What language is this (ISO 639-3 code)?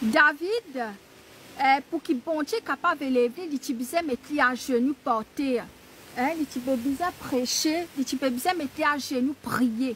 mfe